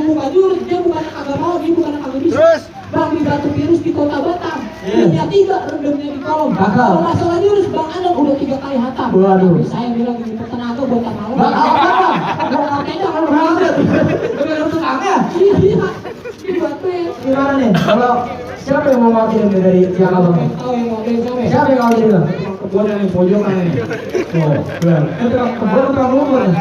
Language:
Betawi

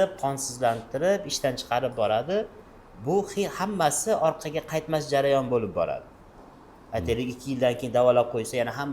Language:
Uzbek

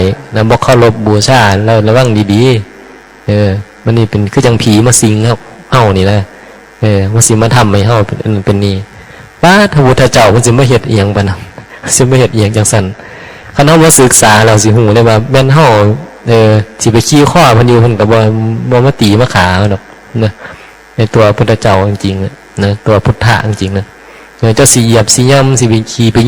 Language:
Northeastern Thai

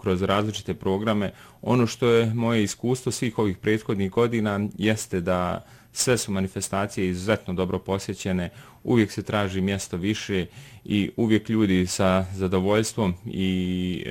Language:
Bosnian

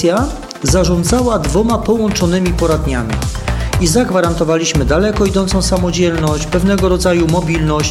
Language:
Polish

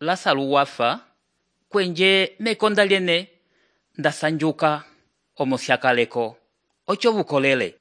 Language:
Umbundu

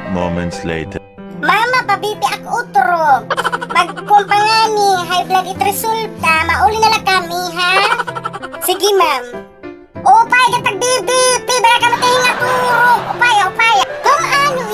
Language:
Waray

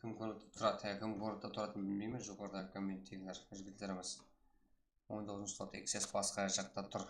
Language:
Kara-Kalpak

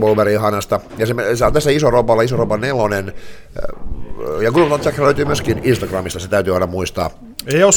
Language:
Finnish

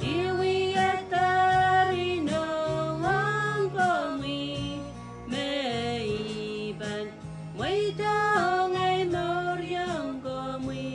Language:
Pohnpeian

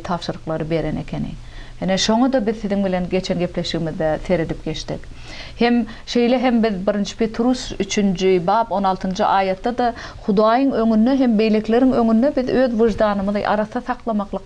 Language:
Turkmen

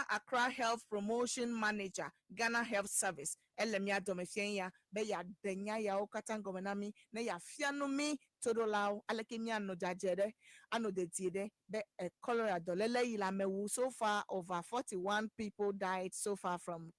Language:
Ewe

